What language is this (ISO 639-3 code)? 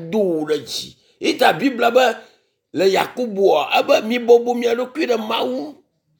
ewe